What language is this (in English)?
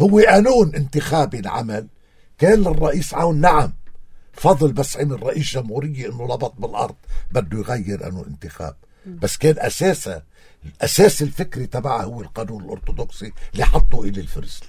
North Levantine Arabic